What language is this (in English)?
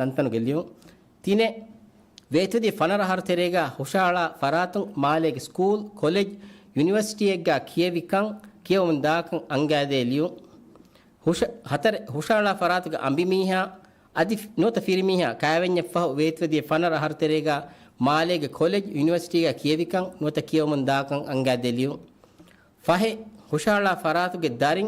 Divehi